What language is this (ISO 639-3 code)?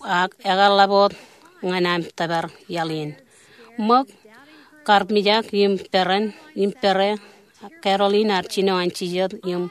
mah